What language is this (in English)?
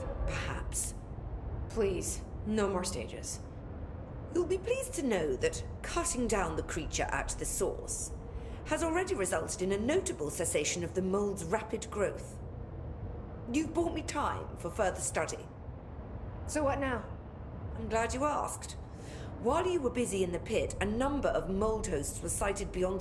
English